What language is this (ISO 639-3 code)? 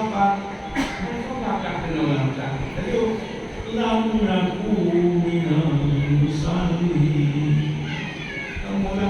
ace